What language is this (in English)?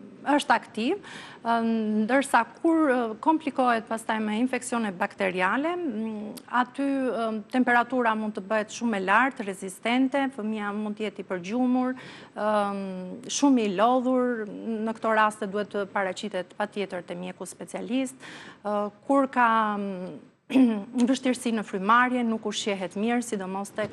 Albanian